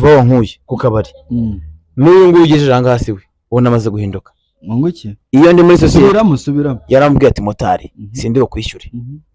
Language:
Kinyarwanda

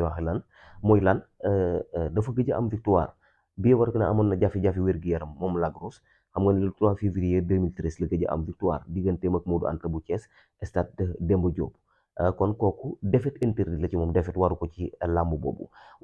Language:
Wolof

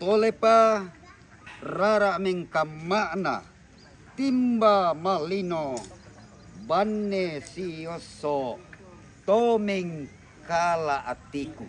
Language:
Toraja-Sa'dan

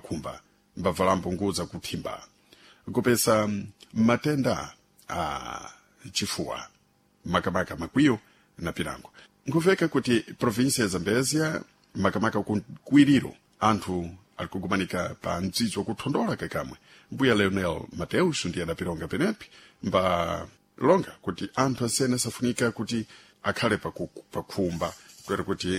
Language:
Sena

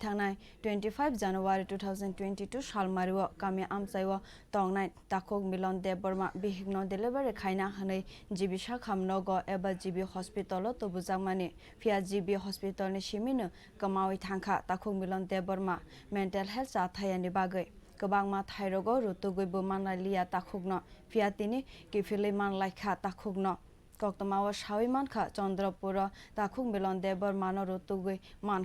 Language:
Kok Borok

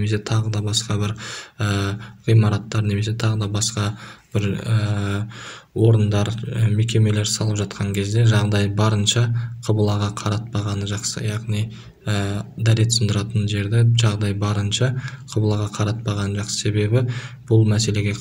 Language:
Kazakh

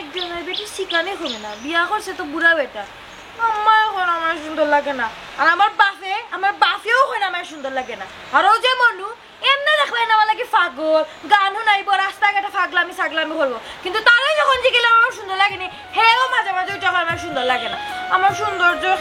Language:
Sylheti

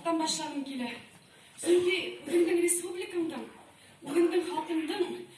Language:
Bashkir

